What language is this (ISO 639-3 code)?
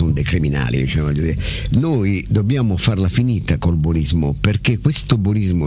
ita